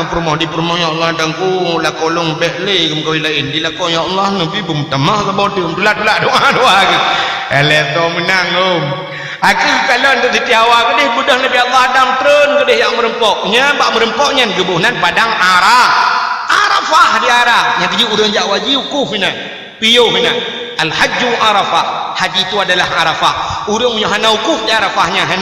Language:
Achinese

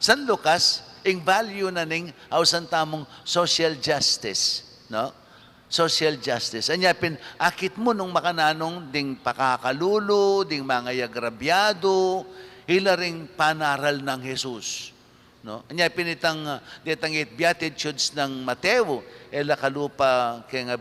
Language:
Pampanga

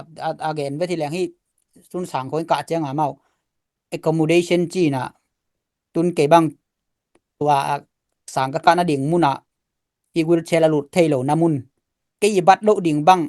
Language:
Tedim Chin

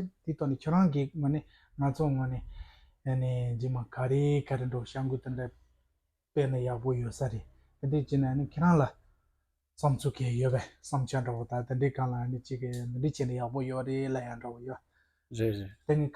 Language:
Tibetan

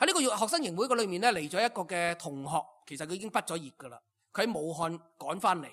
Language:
Cantonese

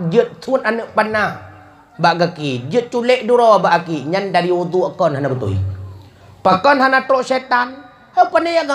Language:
Achinese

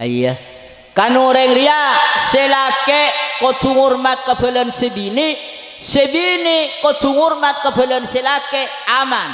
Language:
Madurese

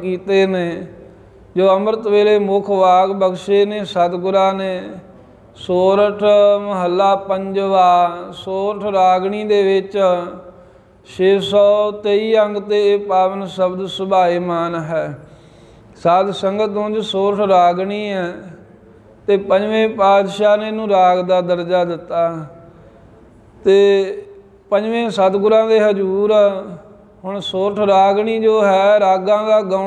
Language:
Punjabi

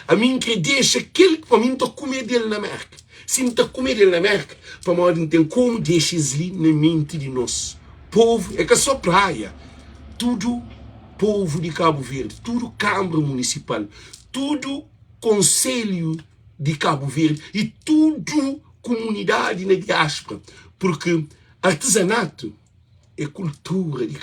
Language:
Kabuverdianu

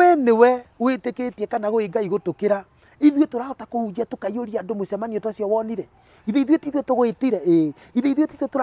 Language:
Kikuyu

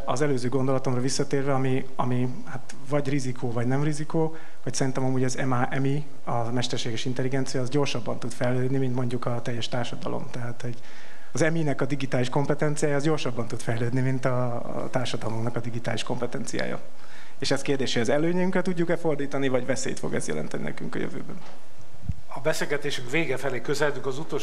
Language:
Hungarian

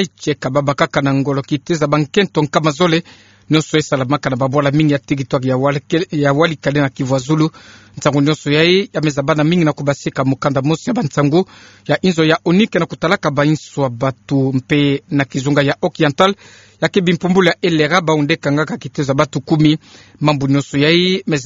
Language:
Kituba (Democratic Republic of Congo)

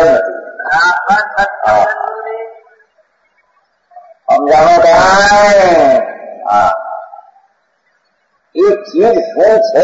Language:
Gujarati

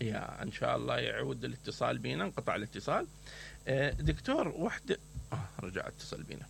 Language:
Mesopotamian Arabic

